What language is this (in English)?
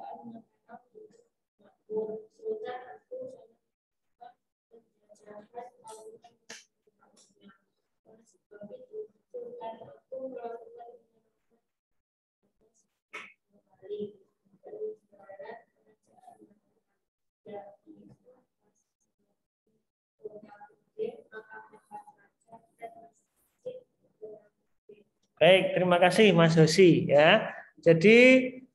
Indonesian